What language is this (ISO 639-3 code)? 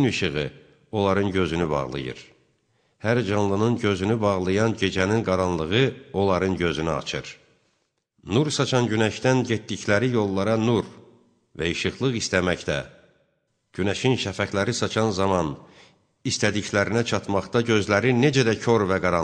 aze